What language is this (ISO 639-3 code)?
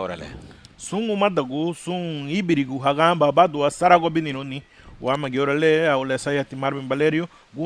cab